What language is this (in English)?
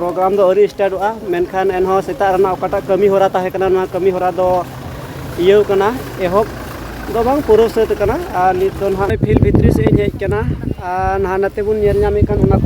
Santali